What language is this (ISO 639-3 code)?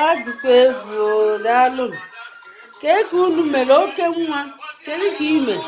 ibo